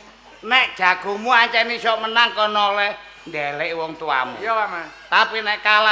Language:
Javanese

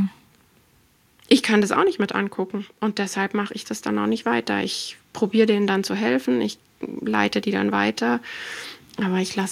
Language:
German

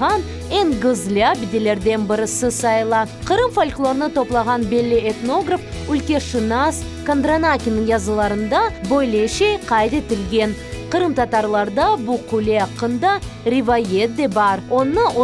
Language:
Crimean Tatar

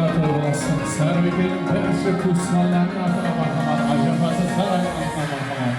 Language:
Kara-Kalpak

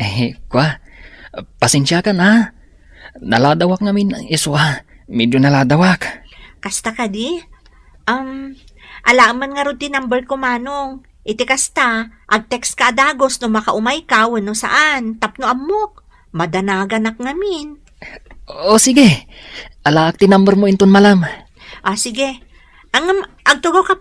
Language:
Iloko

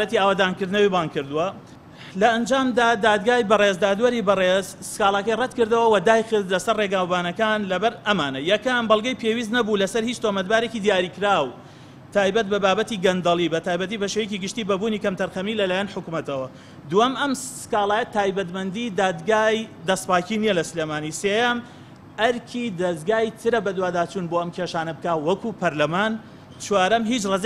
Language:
Central Kurdish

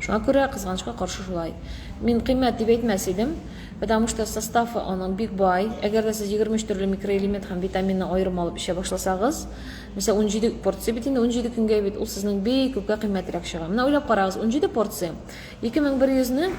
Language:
Tatar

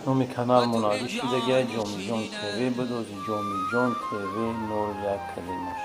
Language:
Tajik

